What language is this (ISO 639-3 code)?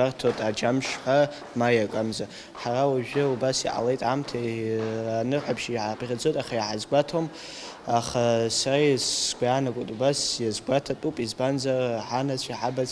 abk